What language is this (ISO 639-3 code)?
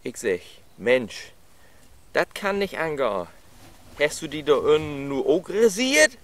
nds